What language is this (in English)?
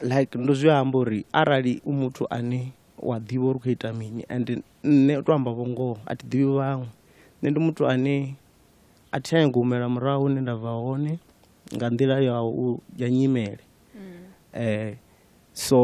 Venda